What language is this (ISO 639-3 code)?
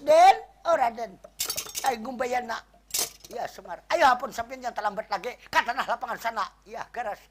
bjn